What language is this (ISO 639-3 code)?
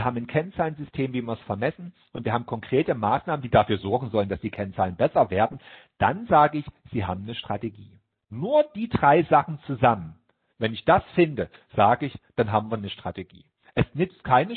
deu